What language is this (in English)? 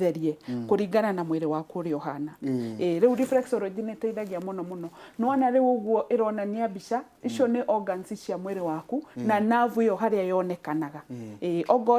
Kikuyu